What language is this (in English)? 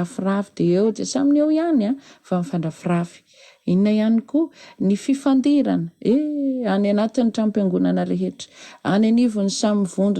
Malagasy